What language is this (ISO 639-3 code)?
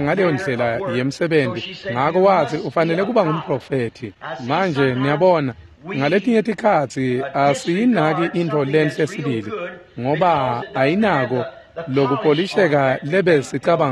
ssw